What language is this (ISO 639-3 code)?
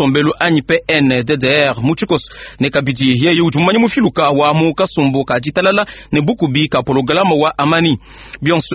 lua